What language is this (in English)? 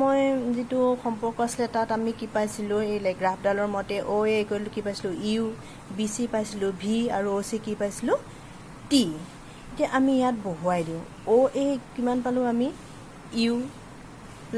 Assamese